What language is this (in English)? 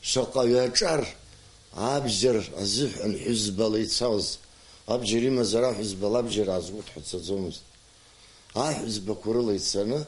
Abkhazian